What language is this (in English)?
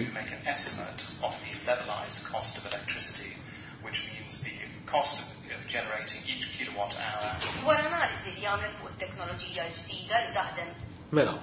Maltese